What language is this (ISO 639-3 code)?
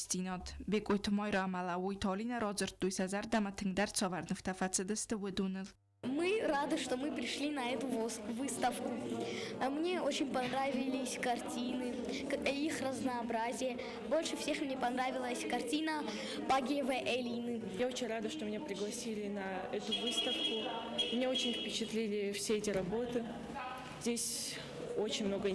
oss